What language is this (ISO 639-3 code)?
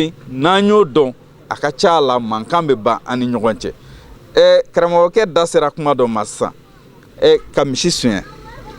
bam